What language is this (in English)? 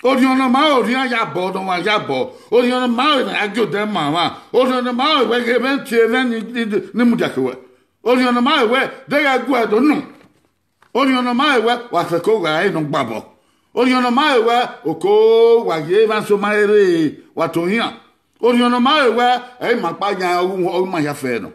Bini